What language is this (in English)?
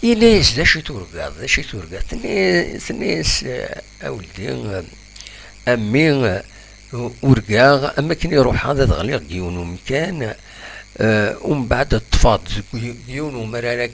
Kabyle